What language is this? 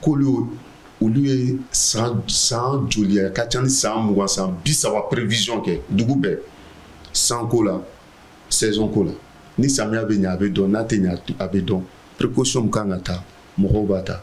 Bambara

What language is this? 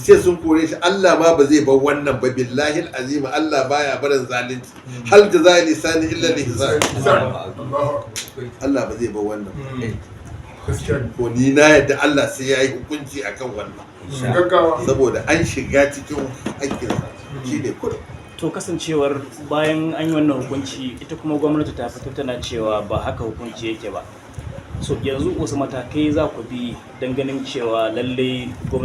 Hausa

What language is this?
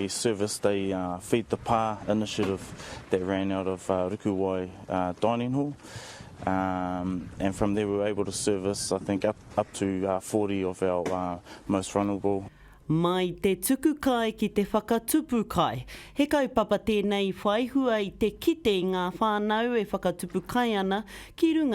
Māori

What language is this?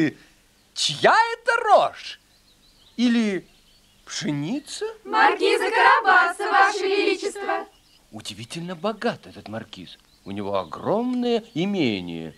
Russian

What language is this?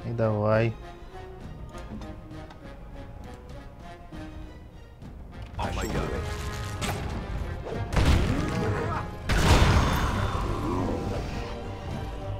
Russian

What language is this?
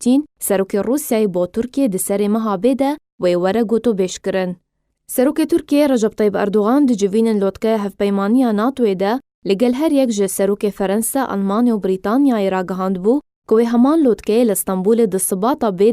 Kurdish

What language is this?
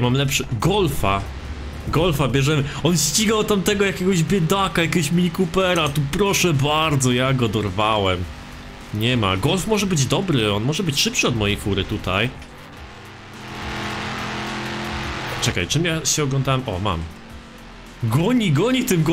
Polish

